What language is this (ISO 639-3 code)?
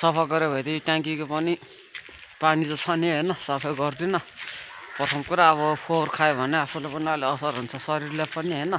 nep